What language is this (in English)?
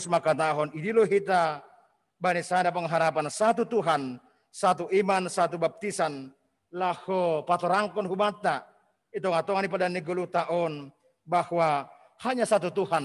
Batak Simalungun